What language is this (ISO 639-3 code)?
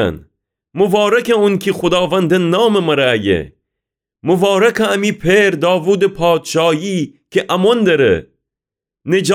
glk